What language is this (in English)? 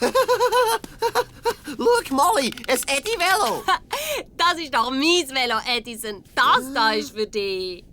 Swiss German